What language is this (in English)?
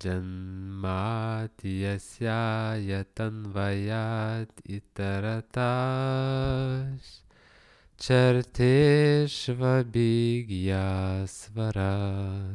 Lithuanian